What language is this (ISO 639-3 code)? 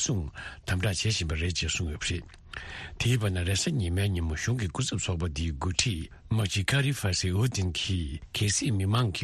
bod